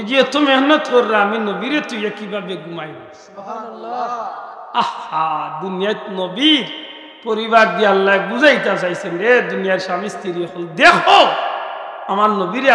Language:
Sylheti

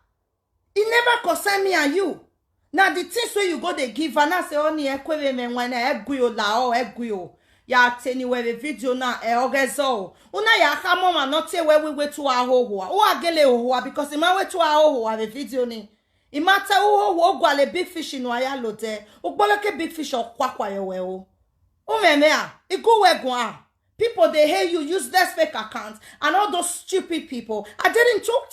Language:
Nigerian Pidgin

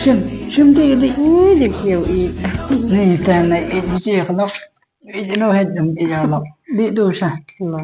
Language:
Khasi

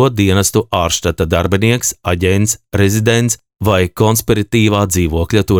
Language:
Latvian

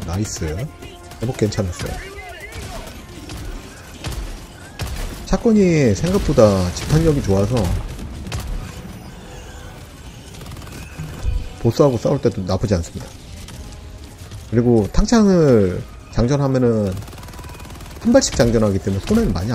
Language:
Korean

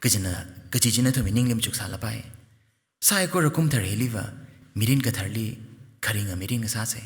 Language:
Tangkhul Naga (India)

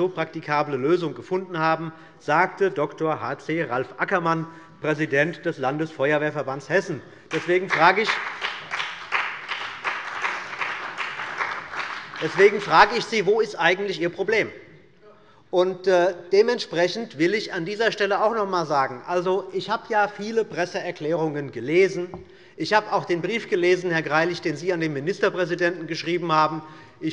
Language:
German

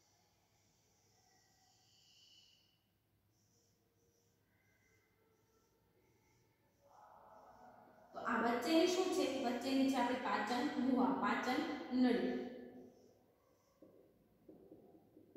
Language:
Gujarati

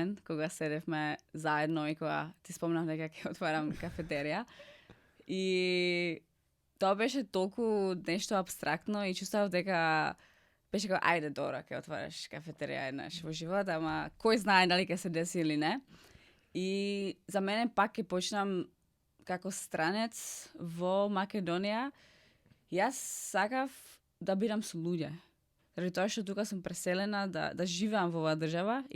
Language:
Macedonian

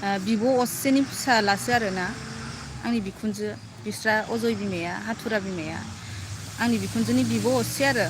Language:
Bodo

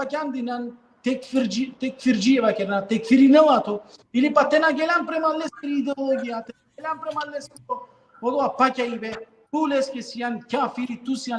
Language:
Balkan Romani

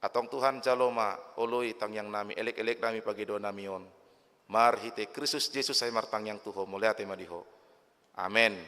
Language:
Batak Toba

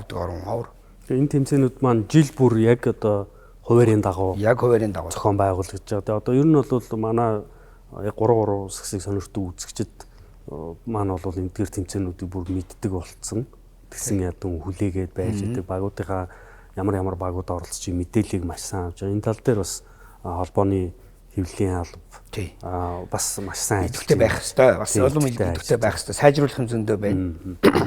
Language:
Mongolian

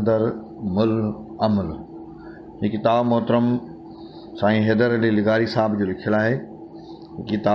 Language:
Sindhi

